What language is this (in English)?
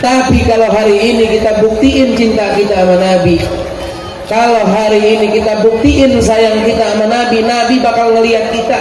Betawi